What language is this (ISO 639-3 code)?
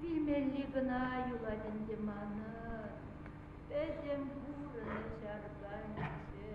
chv